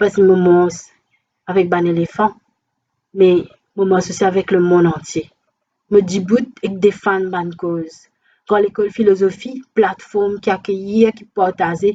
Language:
Morisyen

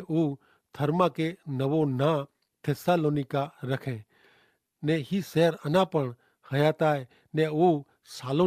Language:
Kachhi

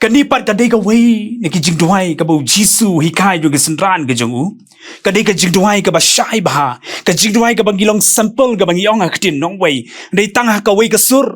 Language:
Khasi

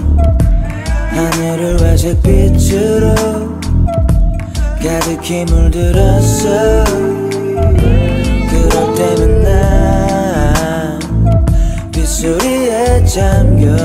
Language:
Korean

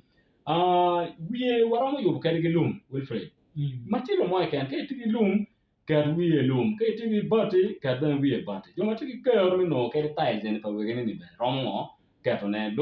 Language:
Acoli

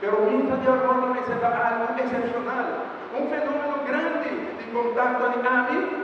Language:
Papiamento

